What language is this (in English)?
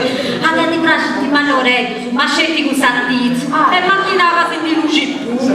Sardinian